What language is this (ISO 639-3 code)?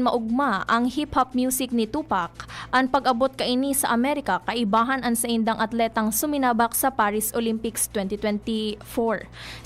bik